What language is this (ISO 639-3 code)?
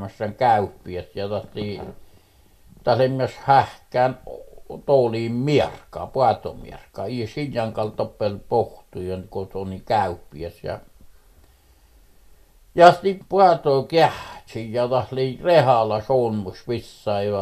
fin